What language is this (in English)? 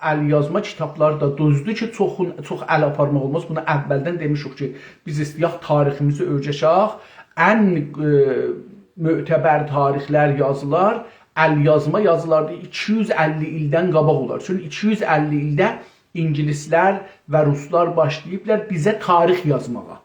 South Azerbaijani